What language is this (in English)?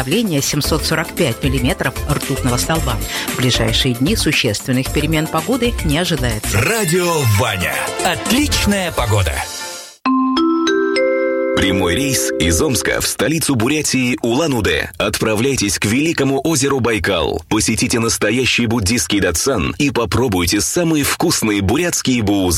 Russian